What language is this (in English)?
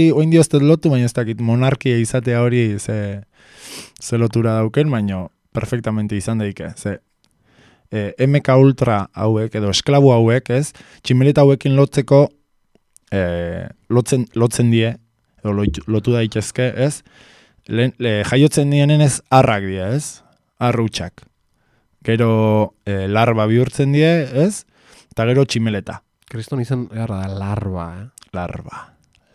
Basque